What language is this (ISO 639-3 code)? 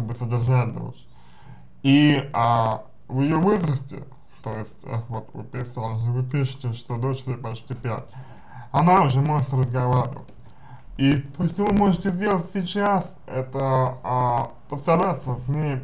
rus